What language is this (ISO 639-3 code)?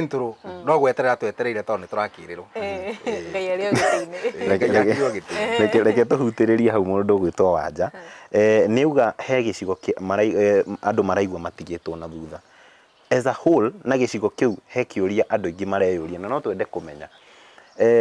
kik